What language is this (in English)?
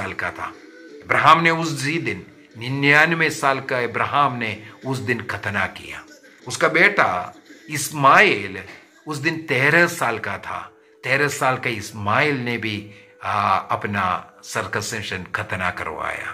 Hindi